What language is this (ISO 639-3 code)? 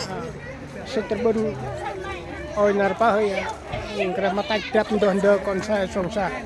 cmo